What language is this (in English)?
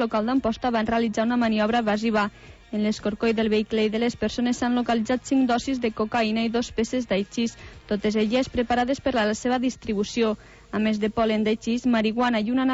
Catalan